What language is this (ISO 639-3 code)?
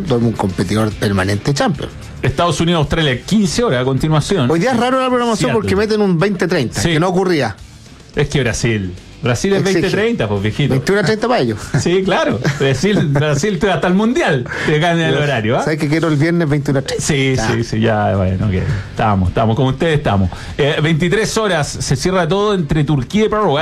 spa